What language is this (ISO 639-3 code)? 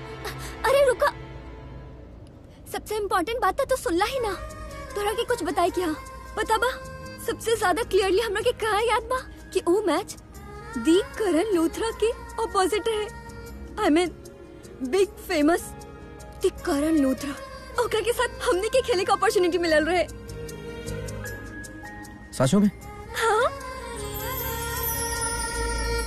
bho